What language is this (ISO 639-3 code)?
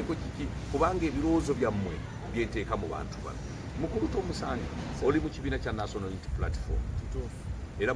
lug